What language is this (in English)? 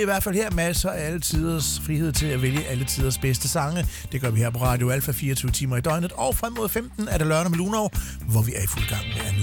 Danish